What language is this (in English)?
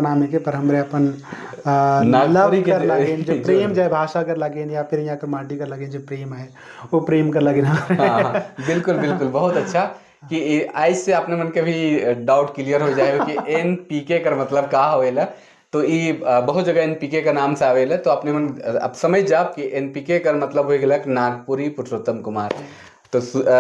Sadri